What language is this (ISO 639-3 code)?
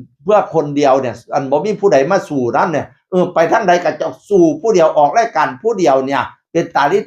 tts